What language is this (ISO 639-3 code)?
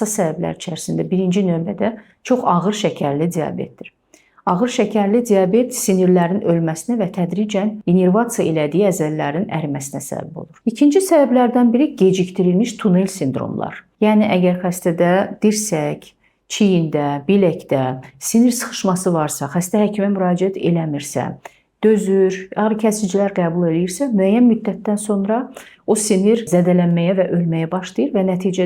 aze